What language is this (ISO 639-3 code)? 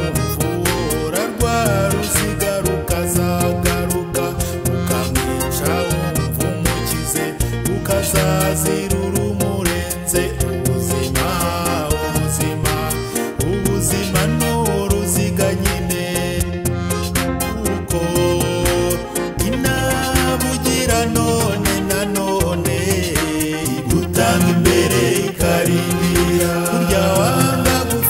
kin